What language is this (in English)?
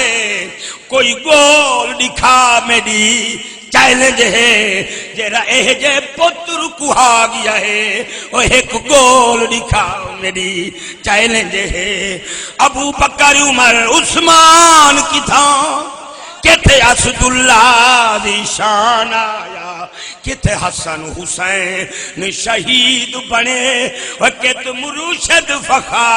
Saraiki